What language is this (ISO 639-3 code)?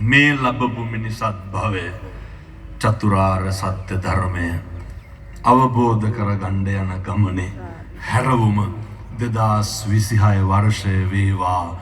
sin